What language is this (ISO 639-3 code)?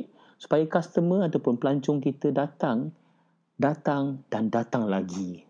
msa